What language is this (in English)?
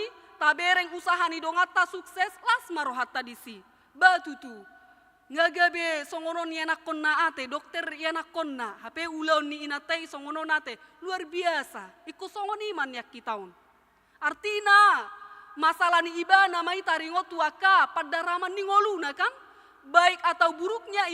Batak Toba